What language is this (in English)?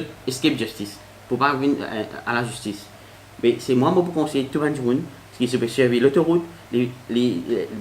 Morisyen